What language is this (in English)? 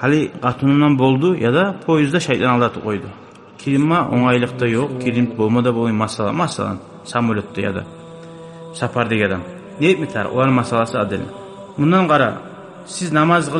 Kumyk